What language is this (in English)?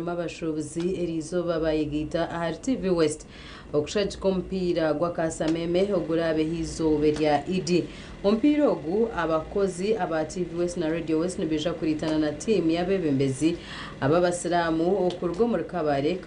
Nyankole